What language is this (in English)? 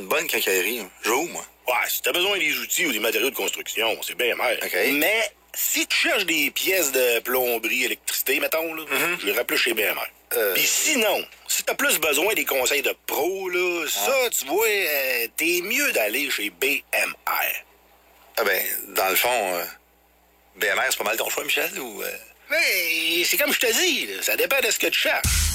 French